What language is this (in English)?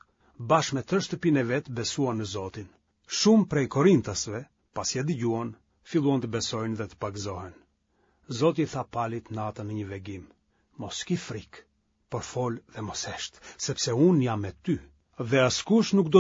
Albanian